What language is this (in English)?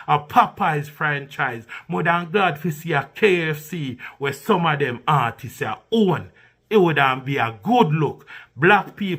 Jamaican Creole English